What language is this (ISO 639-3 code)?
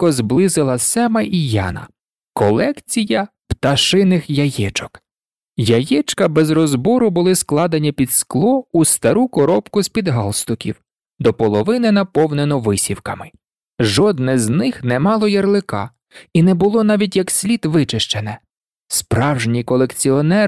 ukr